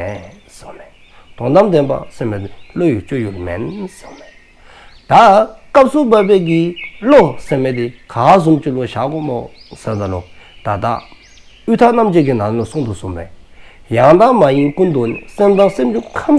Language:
Dzongkha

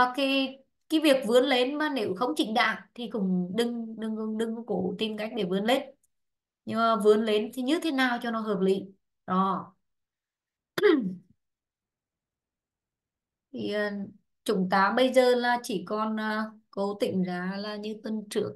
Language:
Vietnamese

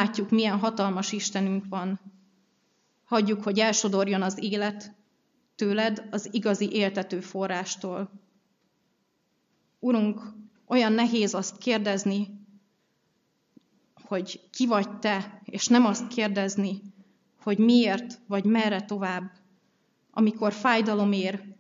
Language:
Hungarian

